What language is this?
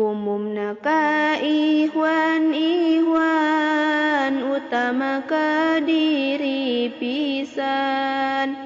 Sundanese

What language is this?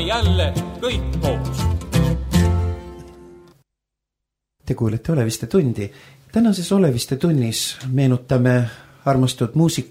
Estonian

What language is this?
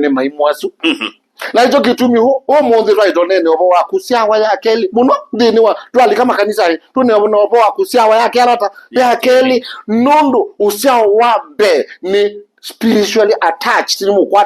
Kamba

